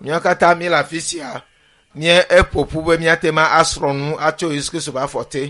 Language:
Ewe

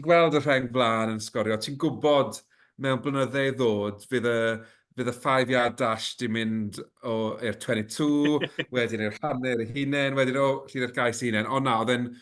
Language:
Welsh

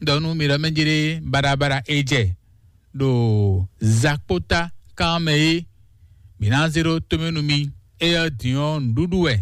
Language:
Fon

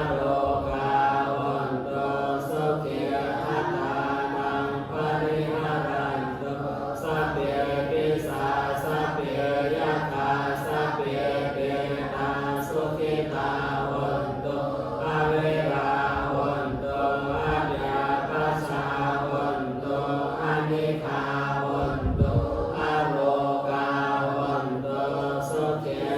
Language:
Pali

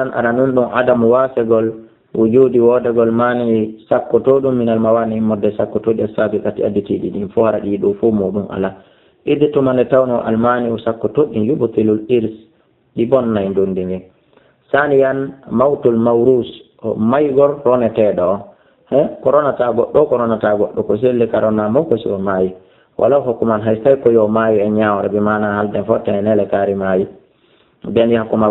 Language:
Fula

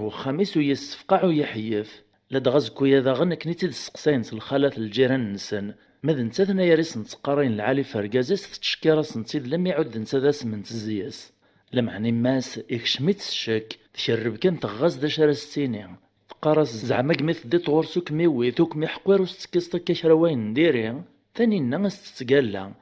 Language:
Kabyle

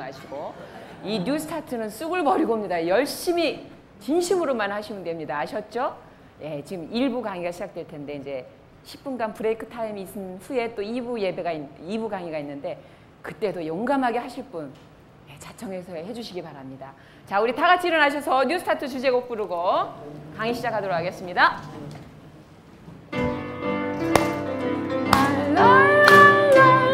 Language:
Korean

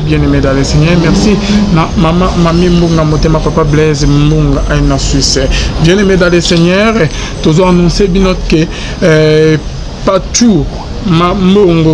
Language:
Lingala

